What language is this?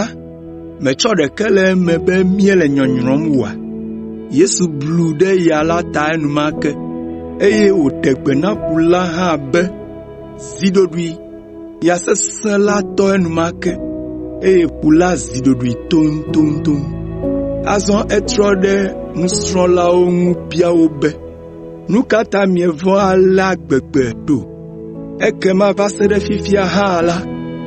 Ewe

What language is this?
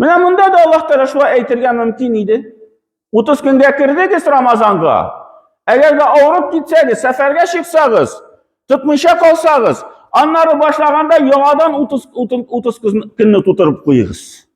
Tatar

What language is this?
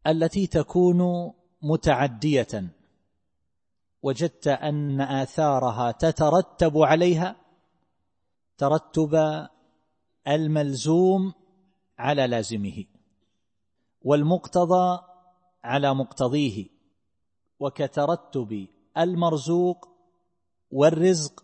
Arabic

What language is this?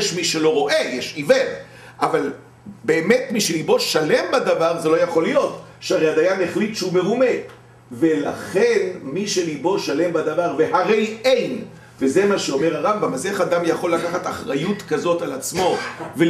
Hebrew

